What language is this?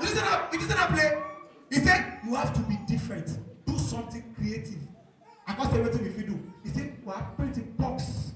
Nigerian Pidgin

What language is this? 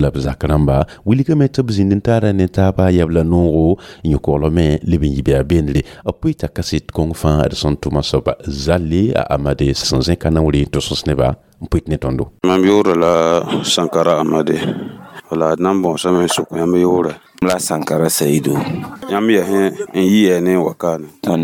Mossi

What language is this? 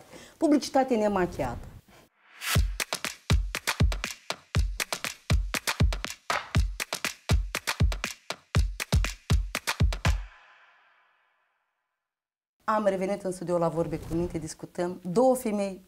Romanian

